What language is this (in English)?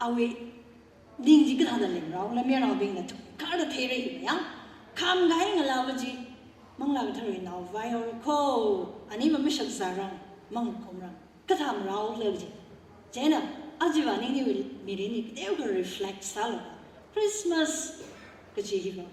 Tangkhul Naga (India)